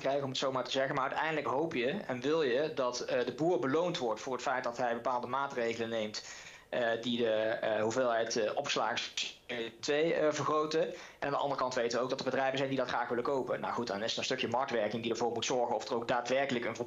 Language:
Dutch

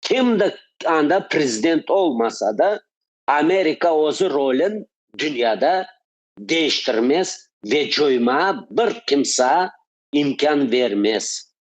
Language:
Crimean Tatar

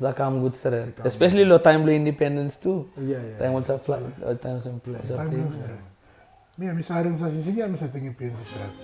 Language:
Tok Pisin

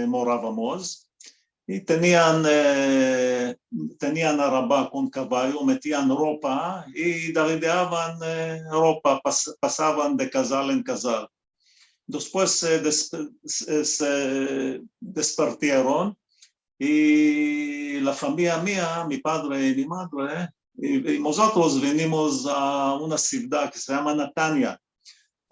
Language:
Ladino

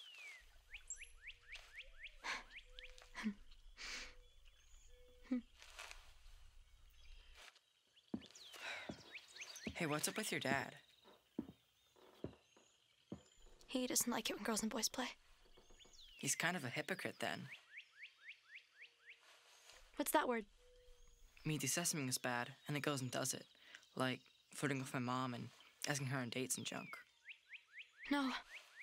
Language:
English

